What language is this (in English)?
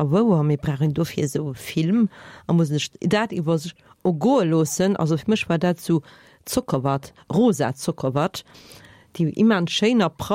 Luxembourgish